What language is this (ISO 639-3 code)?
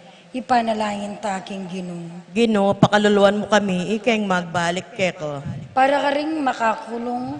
pam